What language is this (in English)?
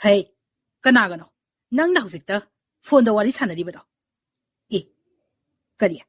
Manipuri